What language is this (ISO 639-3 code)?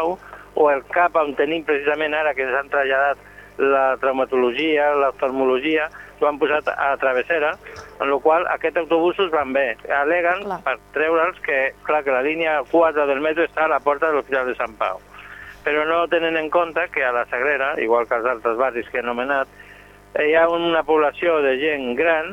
cat